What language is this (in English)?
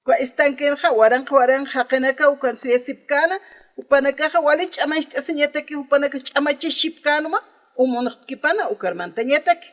Aymara